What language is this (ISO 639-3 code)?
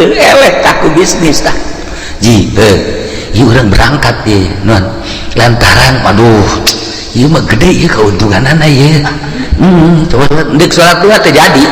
sun